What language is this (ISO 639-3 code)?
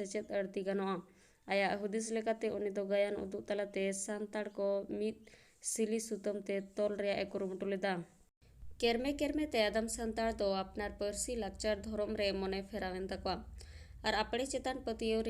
sat